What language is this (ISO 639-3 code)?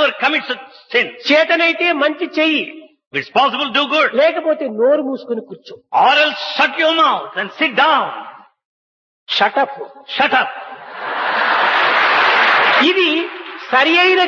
tel